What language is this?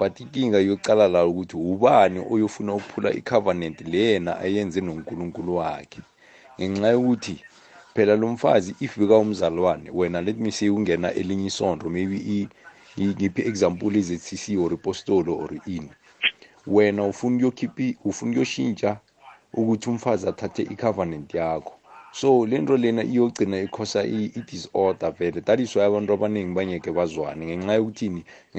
South Ndebele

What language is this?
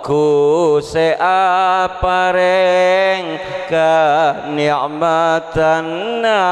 Madurese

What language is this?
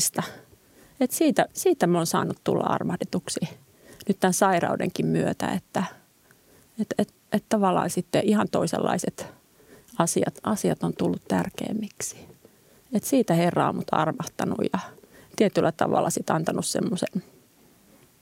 Finnish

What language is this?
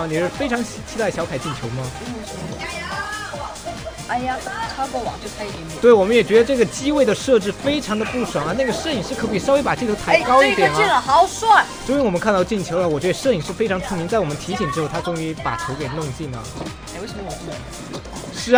Chinese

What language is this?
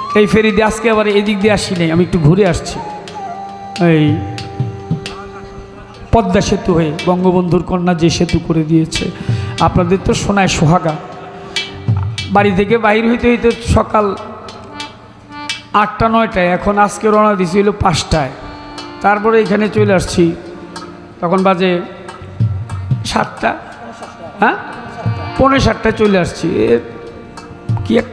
Bangla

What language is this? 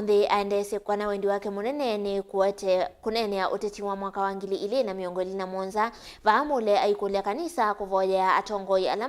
Kamba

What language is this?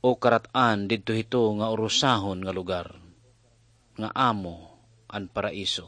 Waray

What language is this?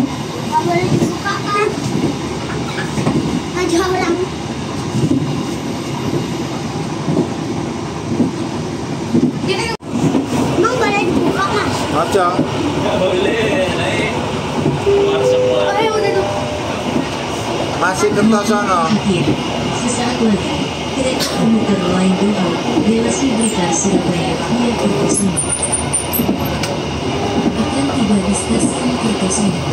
Indonesian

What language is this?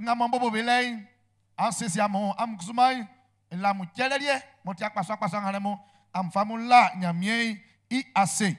Baoulé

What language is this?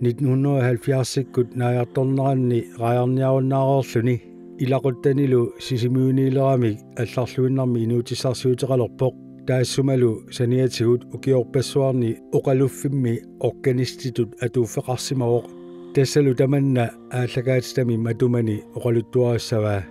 Kalaallisut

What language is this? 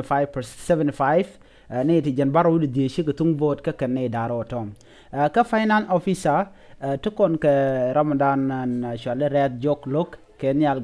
Nuer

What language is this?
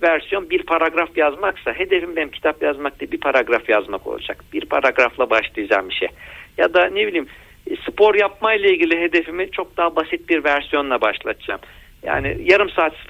Turkish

